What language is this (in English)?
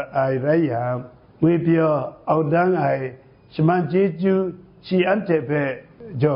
Kachin